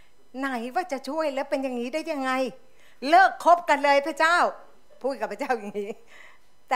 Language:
Thai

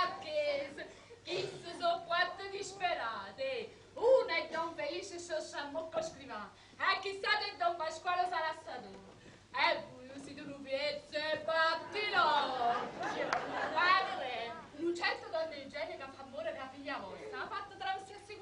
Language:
Neapolitan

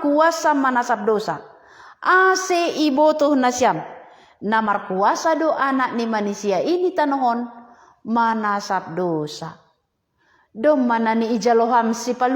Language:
Batak Simalungun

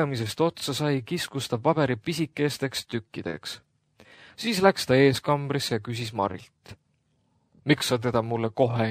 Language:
Estonian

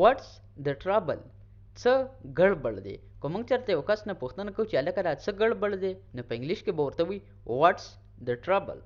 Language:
Pashto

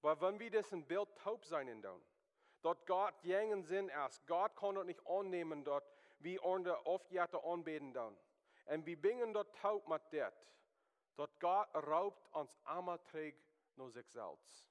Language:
Plautdietsch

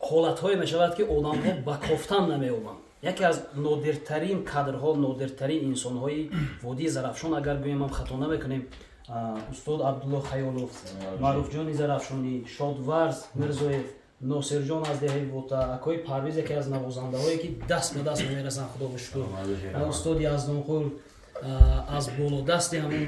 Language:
Tajik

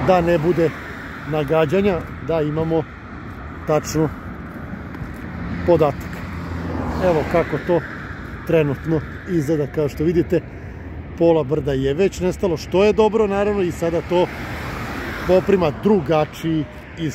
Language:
Serbian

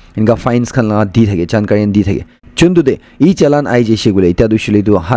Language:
Naga Pidgin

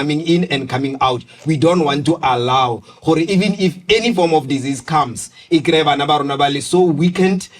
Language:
Tswana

